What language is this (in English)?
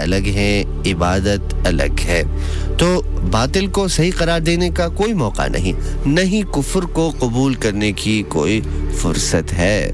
Urdu